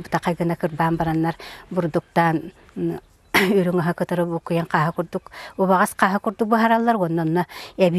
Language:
Yakut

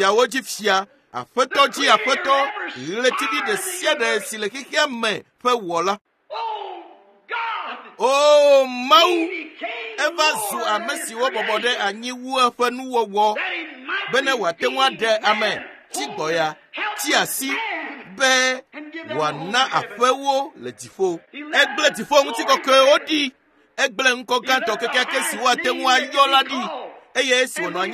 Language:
Ewe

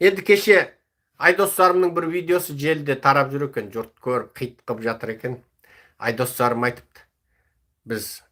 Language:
Kazakh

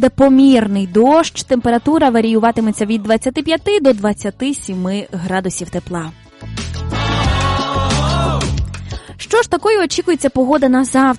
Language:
Ukrainian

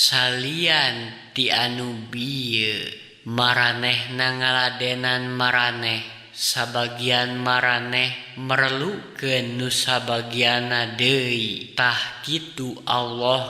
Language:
Sundanese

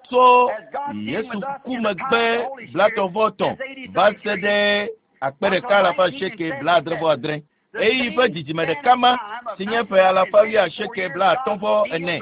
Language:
Ewe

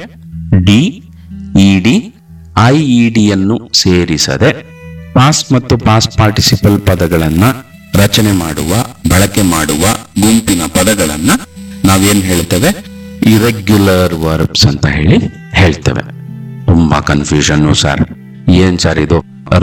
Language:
Kannada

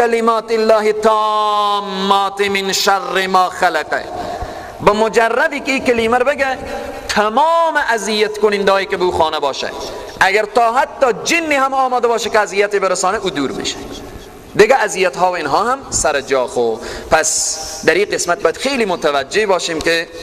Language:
Persian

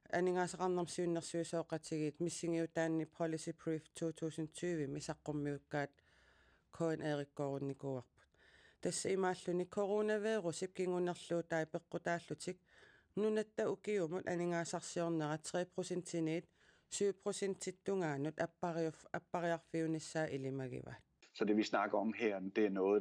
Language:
Kalaallisut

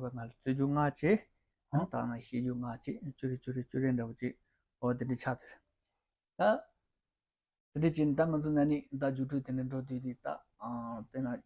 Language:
Tibetan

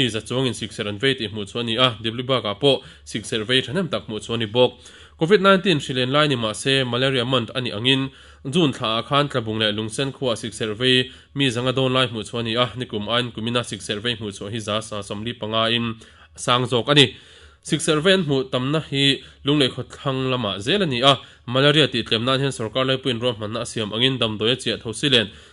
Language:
Mizo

